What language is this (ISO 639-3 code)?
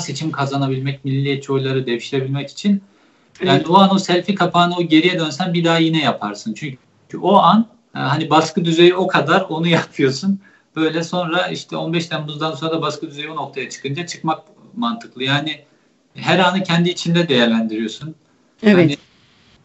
tur